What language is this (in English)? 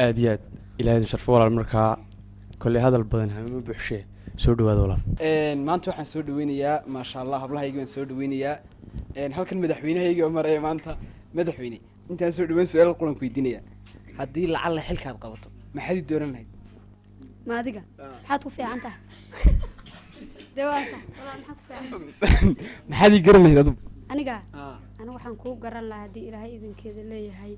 Somali